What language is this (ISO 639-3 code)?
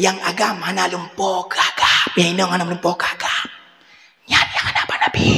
ace